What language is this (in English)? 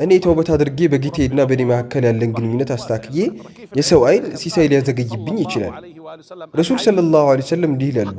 Amharic